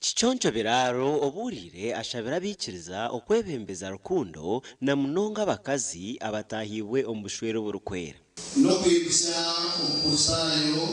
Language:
Nyankole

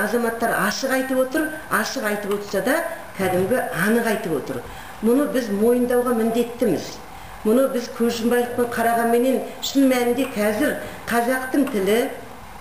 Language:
Kazakh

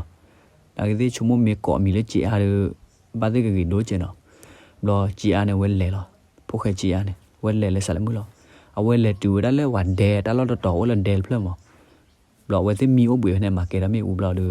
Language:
S'gaw Karen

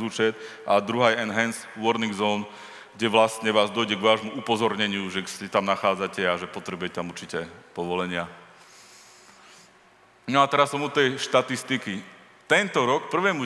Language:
Slovak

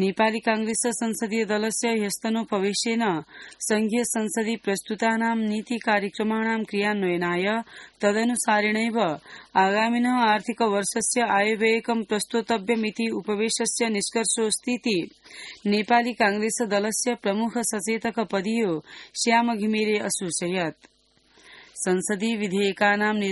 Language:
Sanskrit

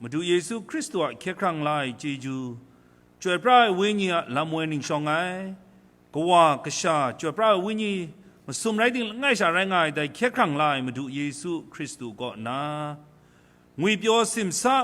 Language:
Kachin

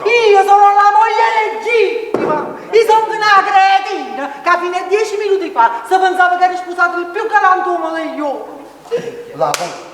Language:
Neapolitan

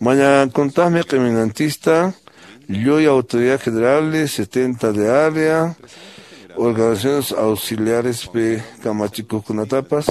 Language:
Quechua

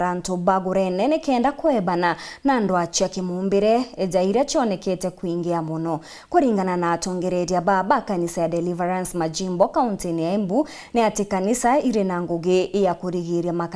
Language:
Meru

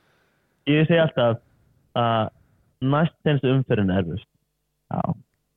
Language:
Icelandic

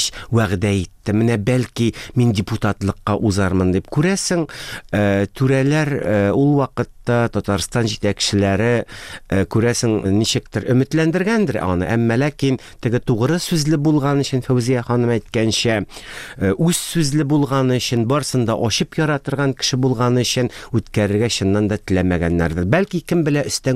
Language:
Tatar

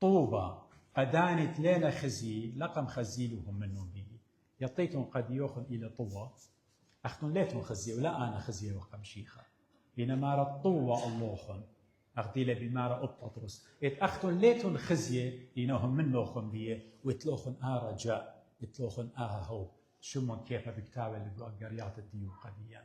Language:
Assyrian Neo-Aramaic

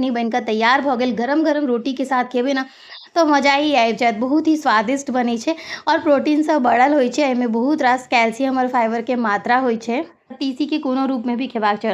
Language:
Maithili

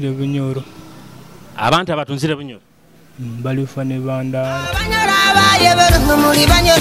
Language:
Nyoro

